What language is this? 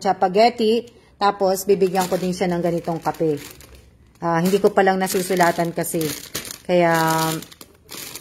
Filipino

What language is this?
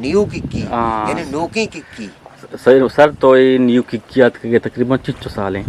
Eastern Balochi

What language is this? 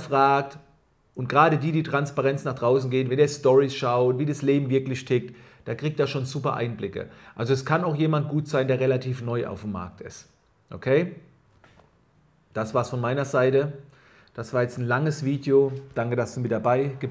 German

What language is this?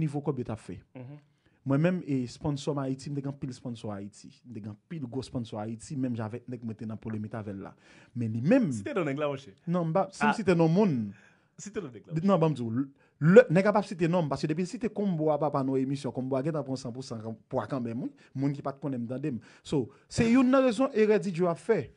Haitian Creole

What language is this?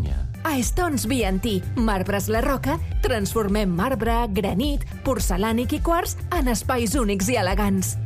Catalan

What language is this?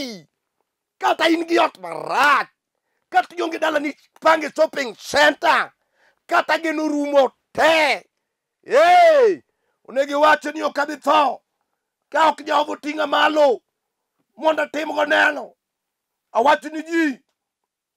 Luo (Kenya and Tanzania)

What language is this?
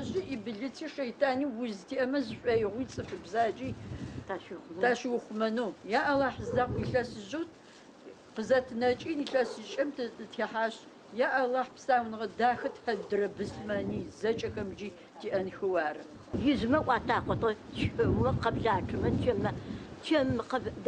Adyghe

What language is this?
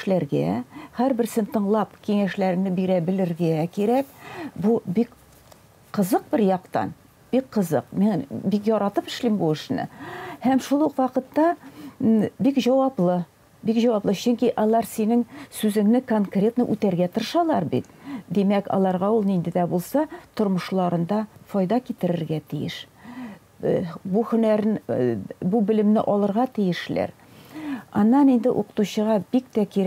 Tatar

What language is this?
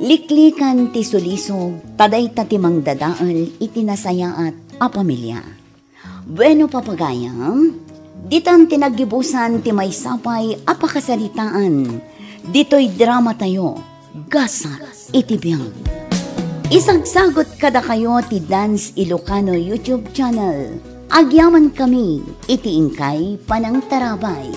Iloko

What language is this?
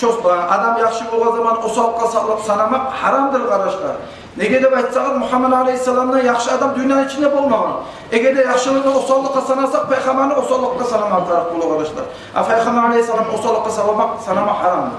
Kumyk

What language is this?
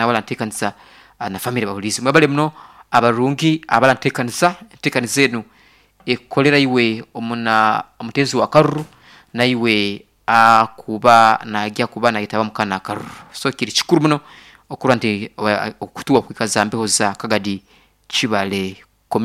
Nyankole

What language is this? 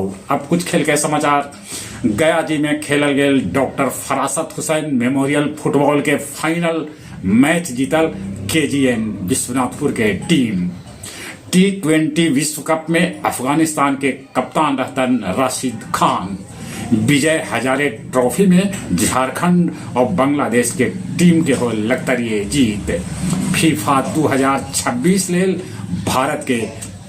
Magahi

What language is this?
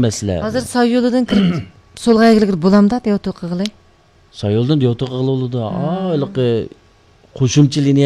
Uyghur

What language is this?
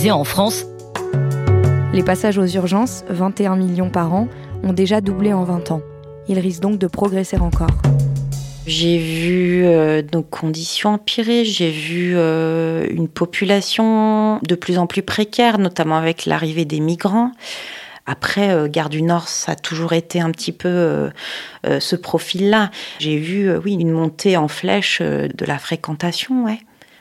French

